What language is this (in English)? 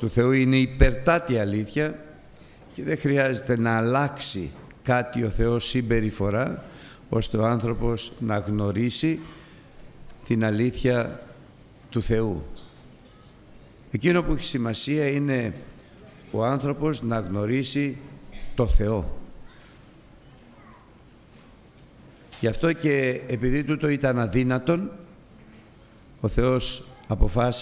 Greek